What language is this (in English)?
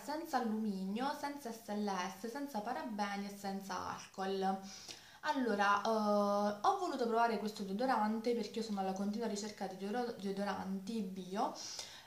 Italian